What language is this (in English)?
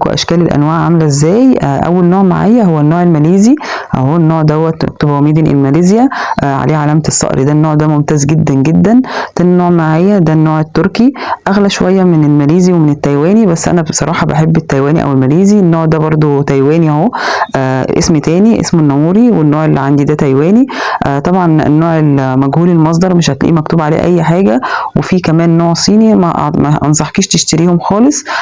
Egyptian Arabic